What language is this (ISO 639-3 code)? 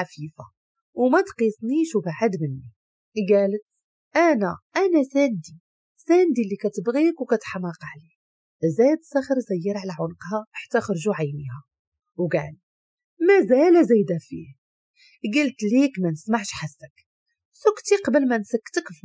ary